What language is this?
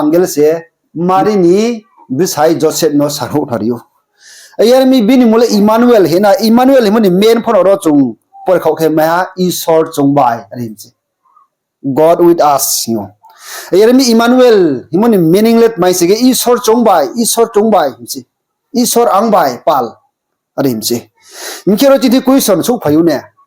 Riang (India)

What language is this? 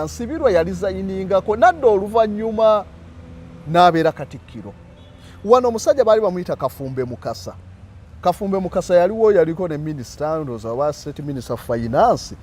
Ganda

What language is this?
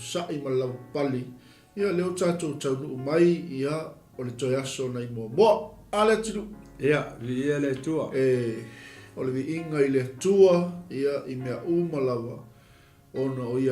Samoan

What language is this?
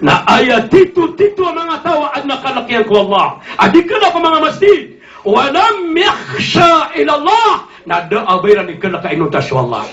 Maranao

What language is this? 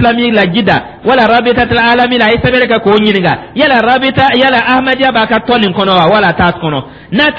Dyula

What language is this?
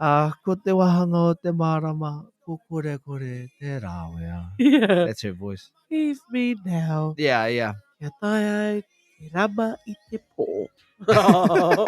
Māori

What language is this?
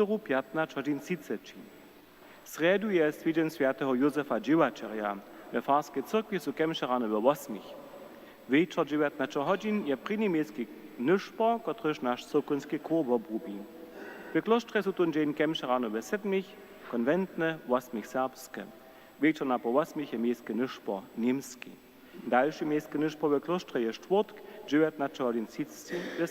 Upper Sorbian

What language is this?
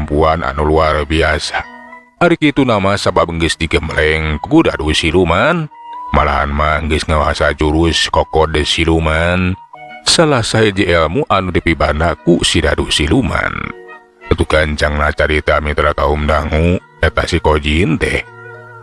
Sundanese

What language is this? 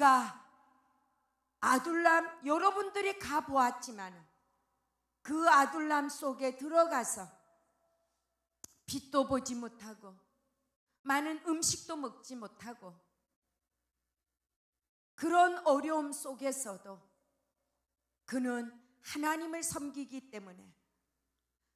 Korean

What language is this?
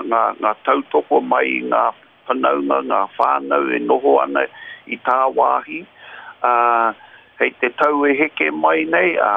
Māori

